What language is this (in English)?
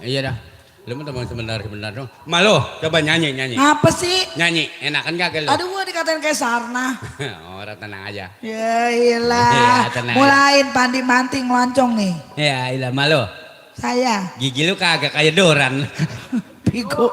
Betawi